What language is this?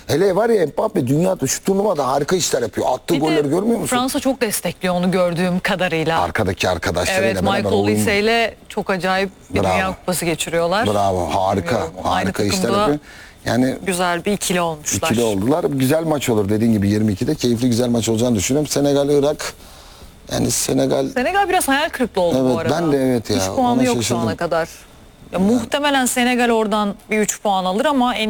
Turkish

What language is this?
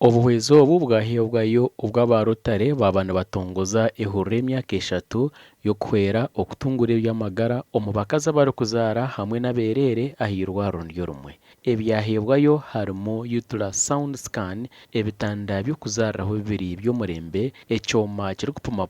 Nyankole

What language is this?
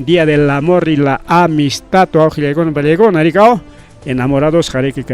Ayacucho Quechua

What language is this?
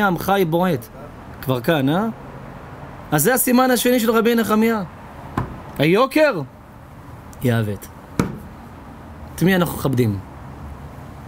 Hebrew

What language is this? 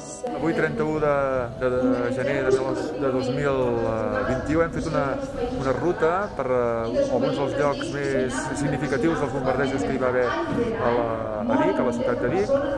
Catalan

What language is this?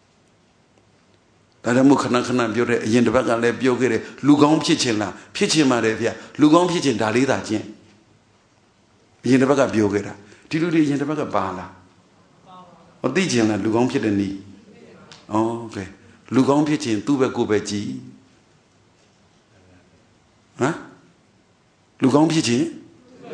Burmese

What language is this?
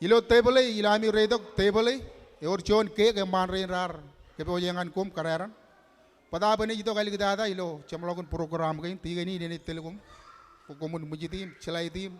Marshallese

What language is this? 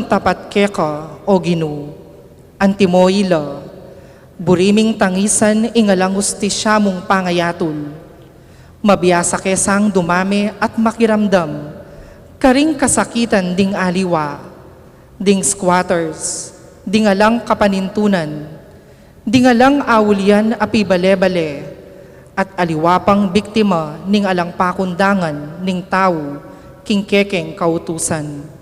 Pampanga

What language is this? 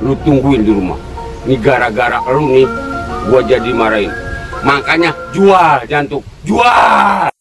Betawi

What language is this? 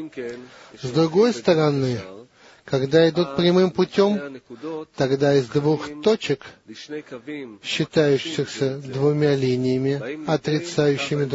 Russian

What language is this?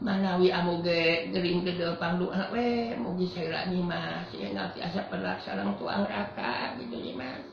Sundanese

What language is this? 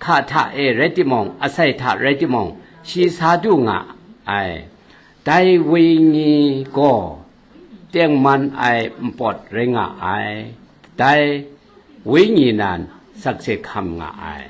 Kachin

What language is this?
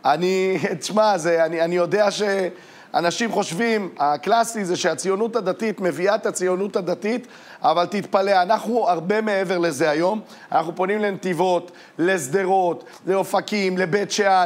Hebrew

